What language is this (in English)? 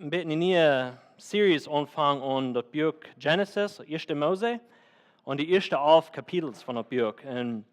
Plautdietsch